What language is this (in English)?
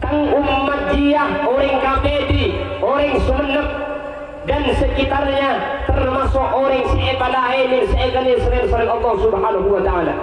Madurese